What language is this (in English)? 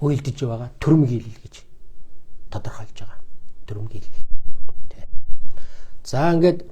Mongolian